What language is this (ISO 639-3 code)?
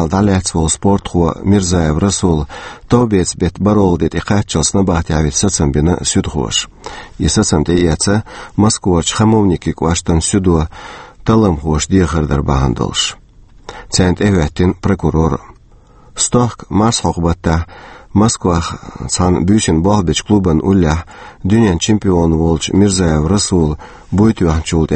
che